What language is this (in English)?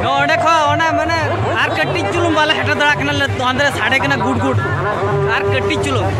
Santali